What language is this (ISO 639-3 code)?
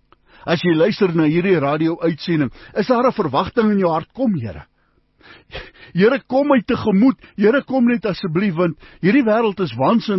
afr